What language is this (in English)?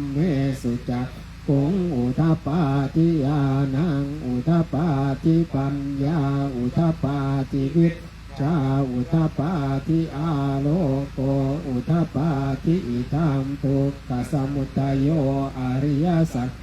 Pali